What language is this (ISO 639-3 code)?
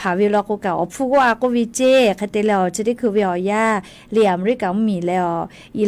lhu